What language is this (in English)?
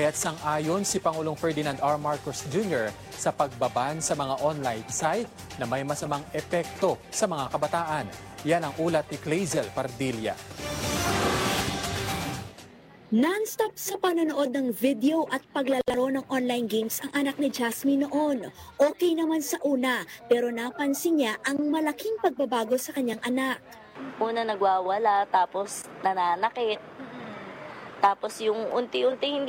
Filipino